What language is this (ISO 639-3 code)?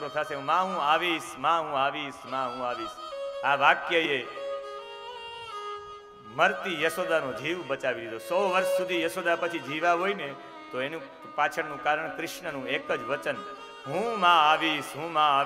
guj